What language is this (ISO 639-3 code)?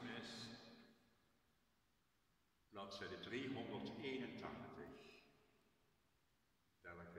nld